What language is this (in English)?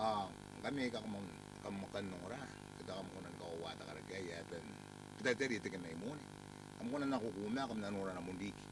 Gilbertese